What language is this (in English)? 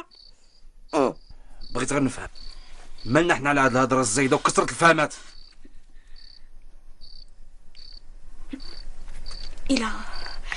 Moroccan Arabic